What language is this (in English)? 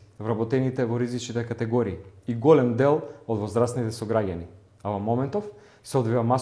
Macedonian